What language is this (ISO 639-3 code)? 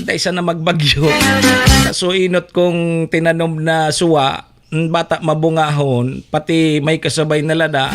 bik